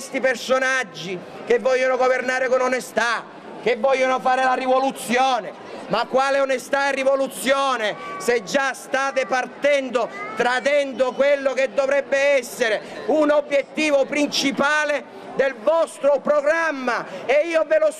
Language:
Italian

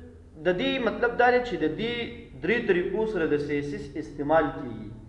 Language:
Pashto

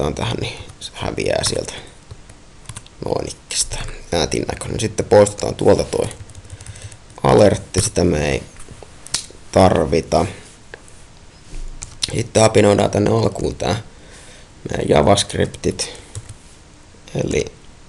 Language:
Finnish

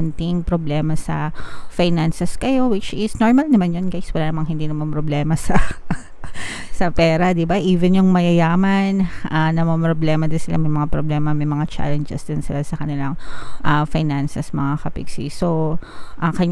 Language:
Filipino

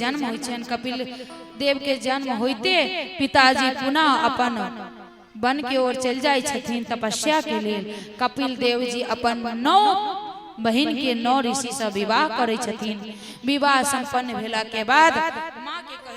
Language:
Maithili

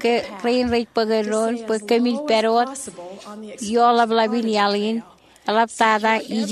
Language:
Marshallese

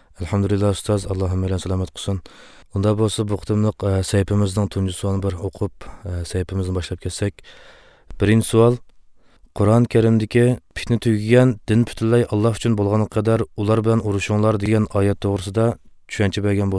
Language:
Uyghur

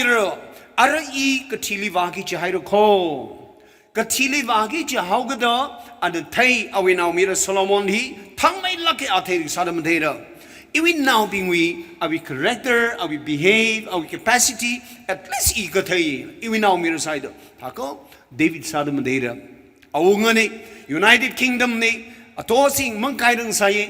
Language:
Tangkhul Naga (India)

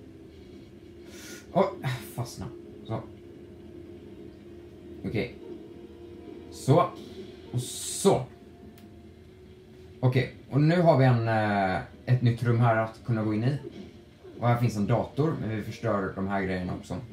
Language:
Swedish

